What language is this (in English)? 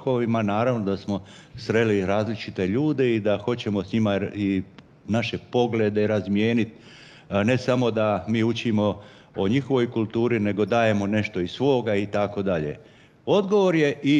Croatian